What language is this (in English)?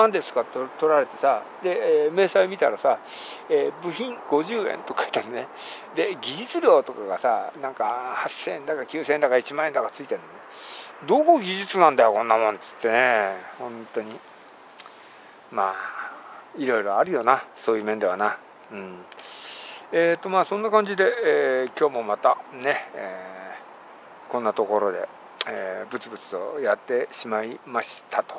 Japanese